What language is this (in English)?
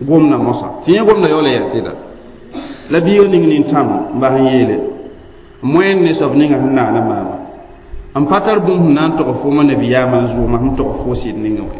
Mossi